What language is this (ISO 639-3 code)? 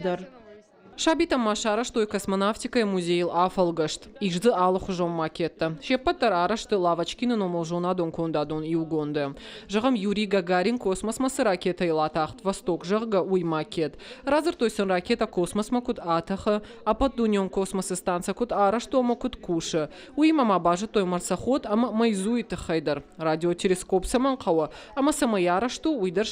oss